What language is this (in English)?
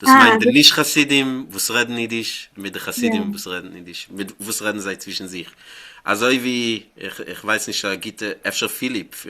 Yiddish